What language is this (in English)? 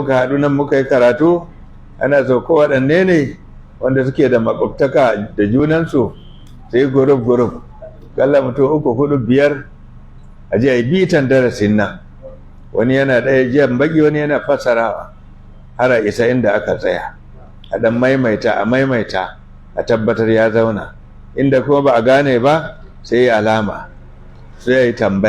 Hausa